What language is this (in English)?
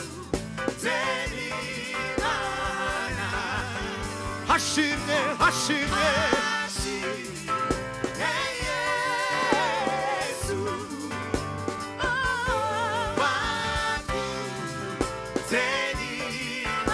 Kinyarwanda